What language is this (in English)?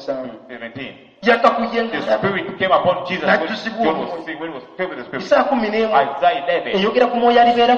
Ganda